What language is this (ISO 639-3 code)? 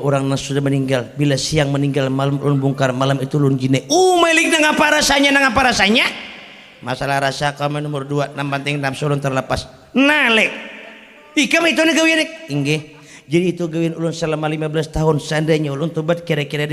bjn